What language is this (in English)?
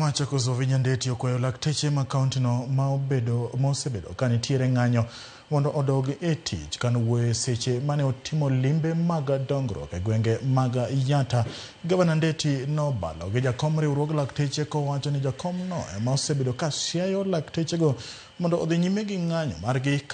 Luo (Kenya and Tanzania)